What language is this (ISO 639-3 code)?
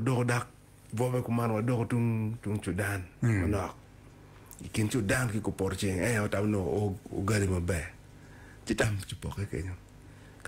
ach